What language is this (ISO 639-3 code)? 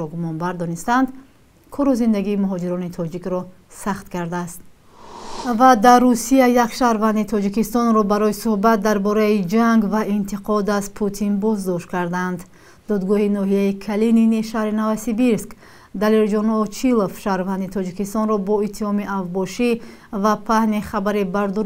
tgk